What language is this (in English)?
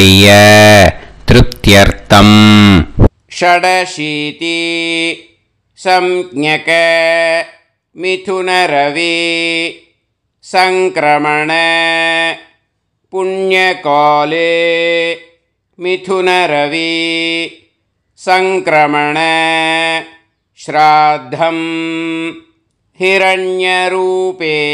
Tamil